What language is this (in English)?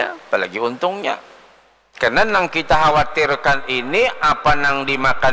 Banjar